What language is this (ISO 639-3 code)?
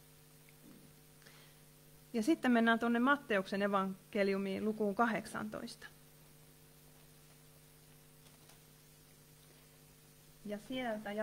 fin